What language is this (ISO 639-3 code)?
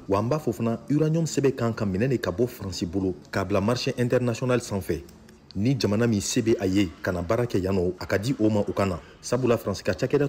bam